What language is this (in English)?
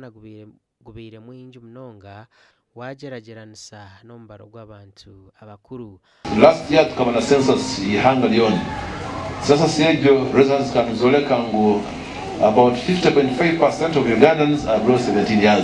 Nyankole